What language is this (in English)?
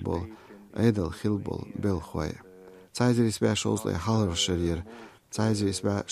Chechen